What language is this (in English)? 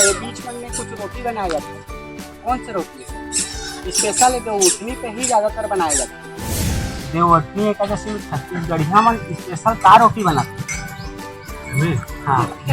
Chhattisgarhi